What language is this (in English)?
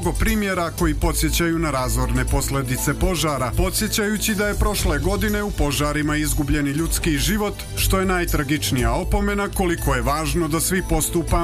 Croatian